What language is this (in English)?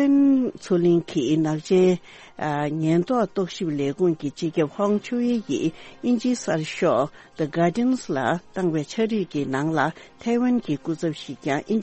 Tibetan